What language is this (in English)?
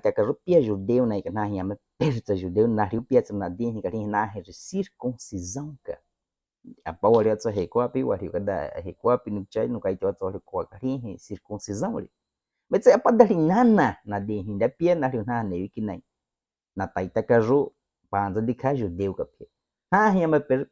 Baniwa